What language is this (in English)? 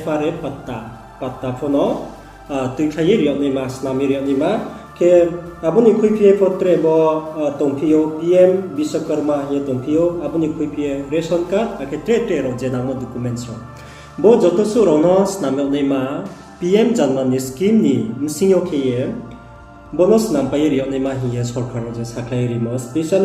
Riang (India)